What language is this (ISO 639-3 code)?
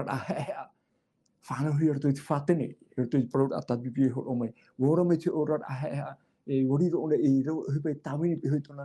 tah